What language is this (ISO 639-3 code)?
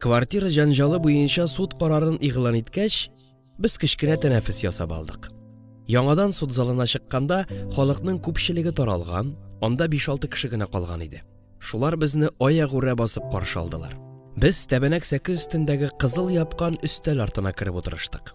tat